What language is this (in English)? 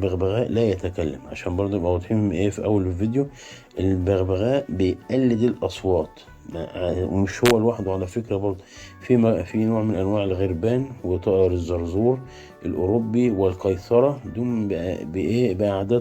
Egyptian Arabic